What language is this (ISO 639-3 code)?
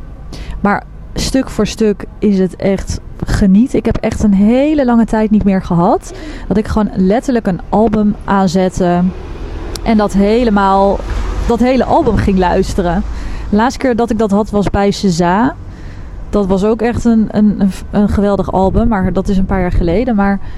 nld